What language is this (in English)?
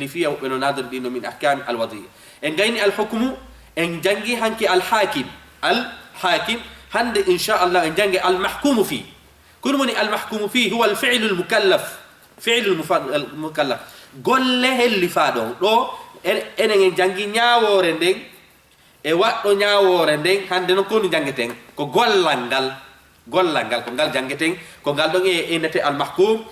Fula